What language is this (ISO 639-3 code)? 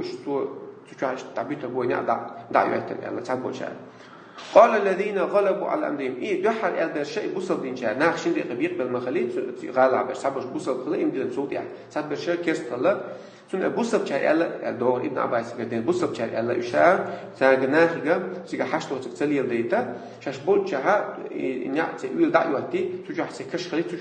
che